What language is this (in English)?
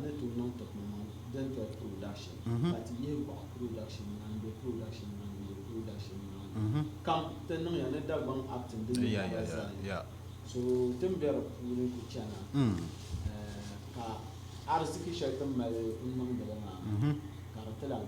Dagbani